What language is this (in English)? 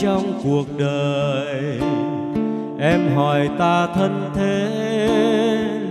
Vietnamese